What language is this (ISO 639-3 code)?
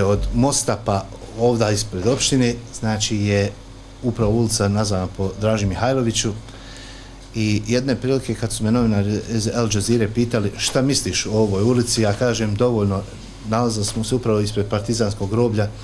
bos